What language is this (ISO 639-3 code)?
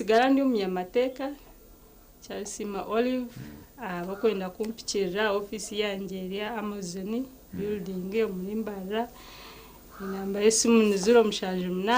nyn